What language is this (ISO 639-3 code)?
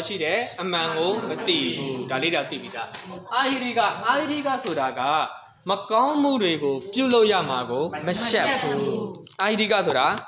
mya